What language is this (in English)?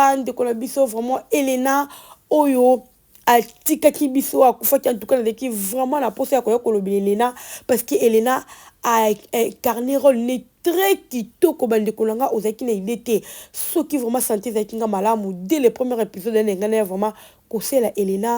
Lingala